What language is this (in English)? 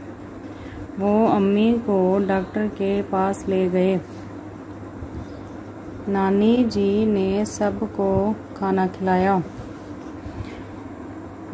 Hindi